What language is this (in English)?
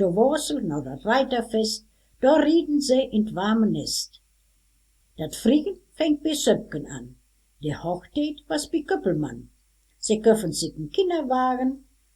Westphalien